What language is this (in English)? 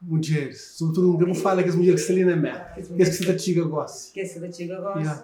Kabuverdianu